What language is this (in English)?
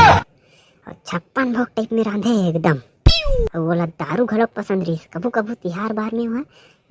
Chhattisgarhi